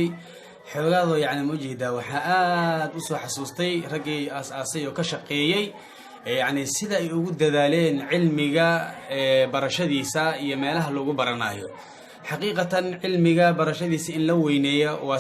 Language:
Somali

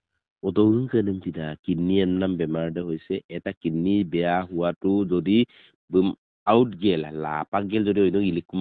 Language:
Assamese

